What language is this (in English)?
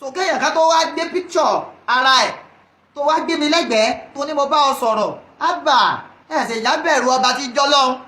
Yoruba